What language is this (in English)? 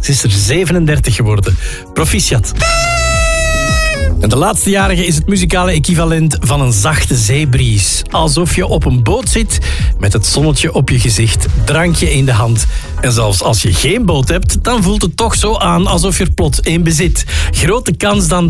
Dutch